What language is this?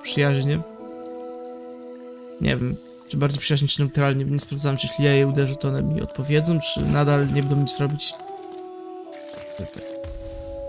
Polish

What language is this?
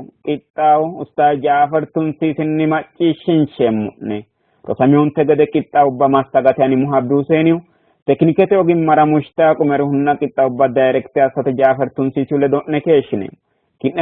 Sidamo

